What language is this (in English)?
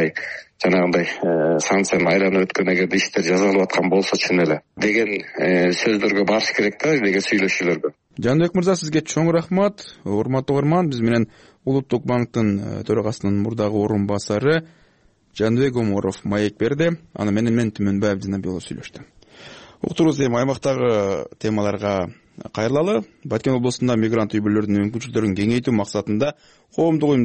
Kyrgyz